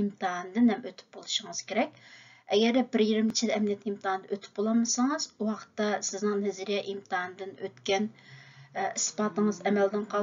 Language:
Uyghur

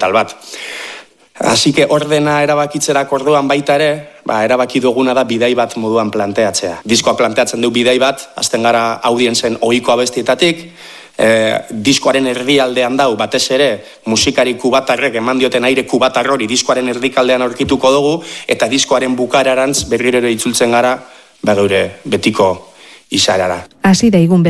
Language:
Basque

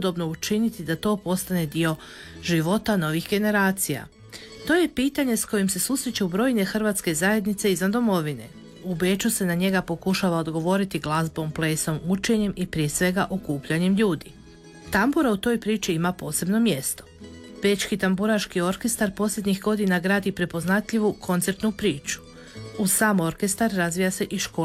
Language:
Croatian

